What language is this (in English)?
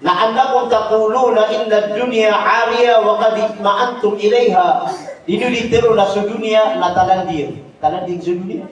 Maranao